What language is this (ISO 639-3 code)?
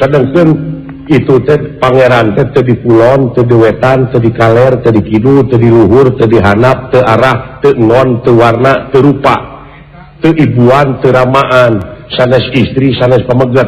sun